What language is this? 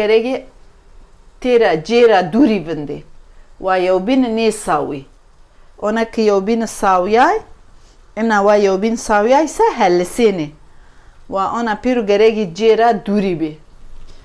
Zaza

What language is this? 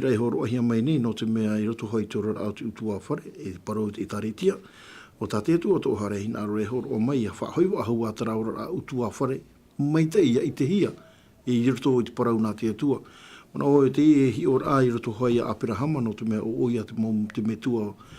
Tahitian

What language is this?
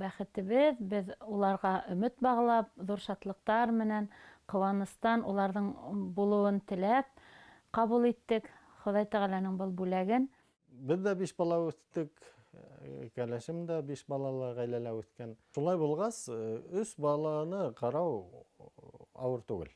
Bashkir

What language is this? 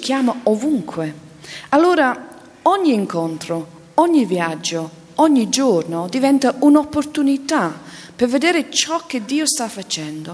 Italian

